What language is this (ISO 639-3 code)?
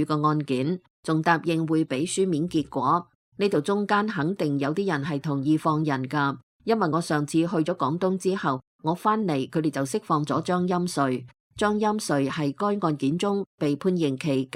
yue